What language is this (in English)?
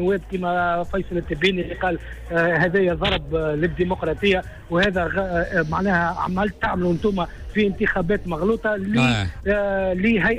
Tunisian Arabic